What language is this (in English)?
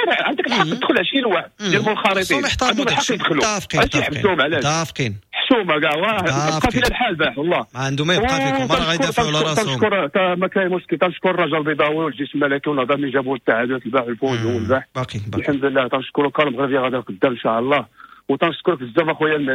Moroccan Arabic